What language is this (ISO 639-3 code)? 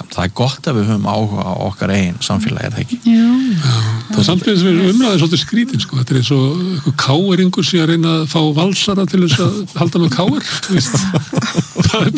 isl